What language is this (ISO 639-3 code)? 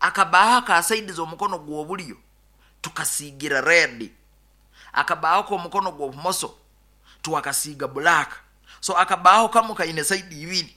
nyo